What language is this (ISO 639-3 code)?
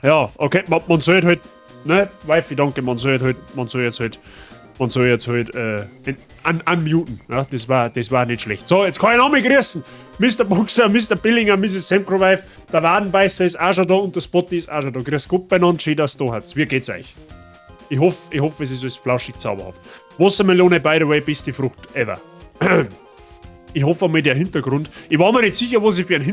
bar